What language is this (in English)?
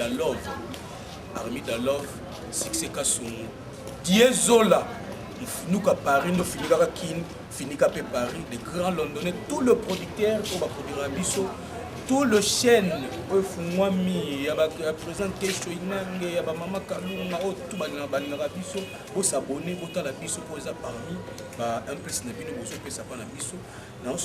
Lingala